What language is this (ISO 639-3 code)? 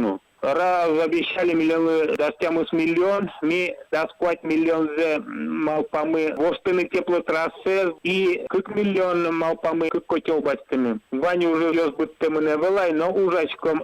udm